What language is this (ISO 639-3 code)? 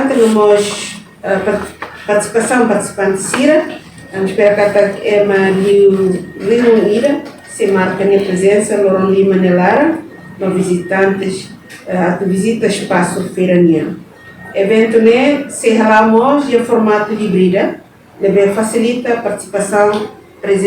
tet